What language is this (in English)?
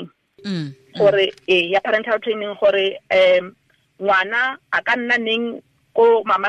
Tswana